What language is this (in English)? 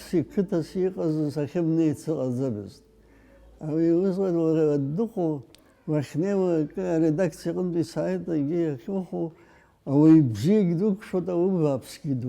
Abkhazian